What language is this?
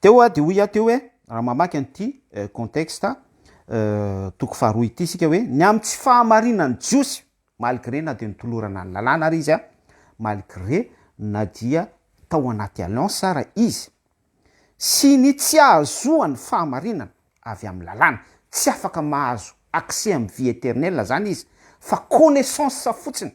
Malagasy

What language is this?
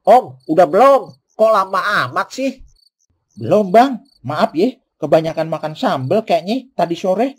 Betawi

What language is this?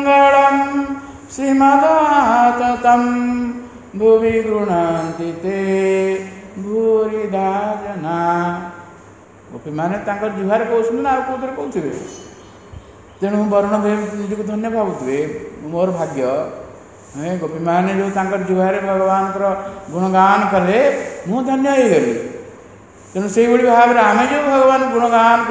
Odia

